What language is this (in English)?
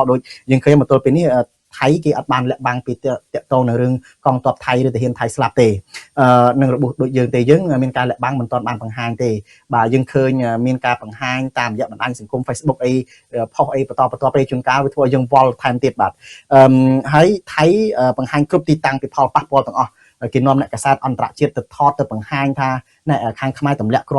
Khmer